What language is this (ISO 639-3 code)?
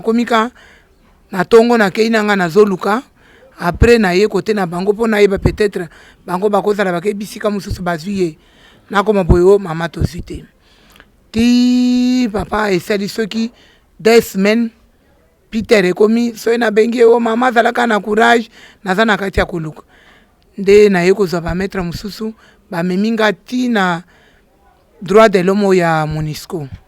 lin